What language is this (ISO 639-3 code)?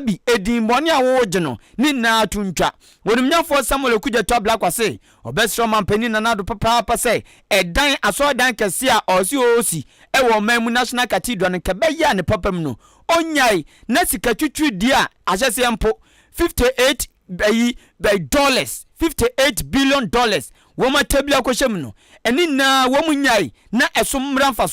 aka